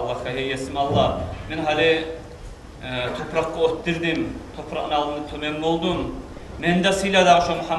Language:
Kumyk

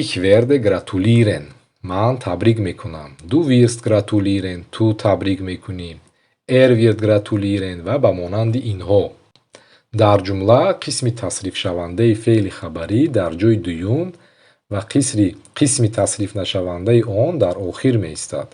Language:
Tajik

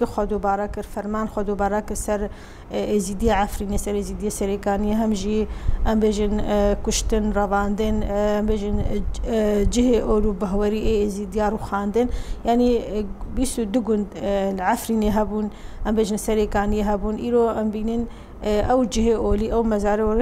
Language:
Kurdish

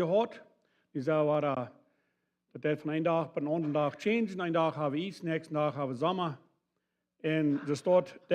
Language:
Plautdietsch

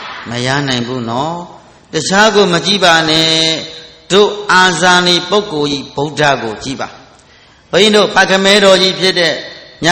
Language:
Burmese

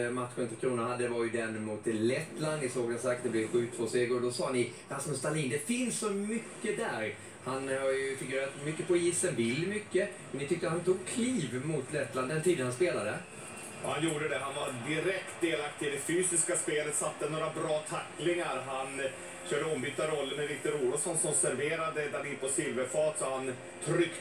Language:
Swedish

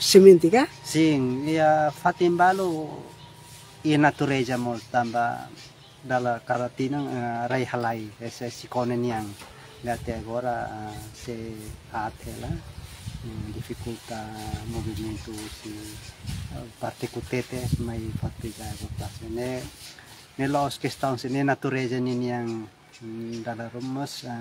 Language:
Tetum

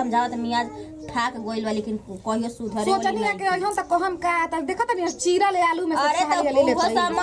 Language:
Bhojpuri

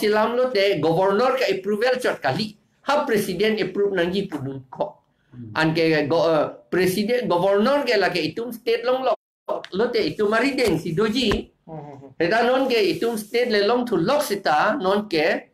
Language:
Karbi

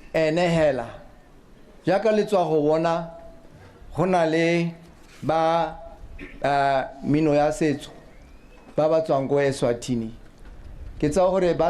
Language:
Tswana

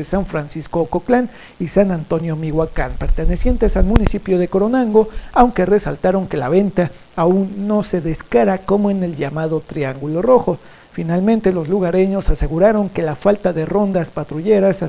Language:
Spanish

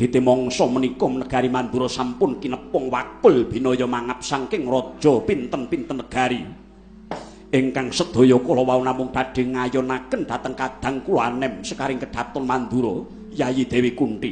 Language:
Javanese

